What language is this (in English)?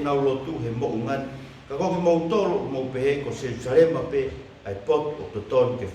Tongan